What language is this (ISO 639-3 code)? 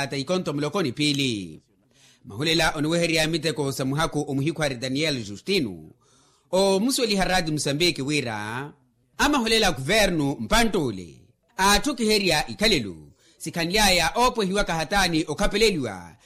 vmw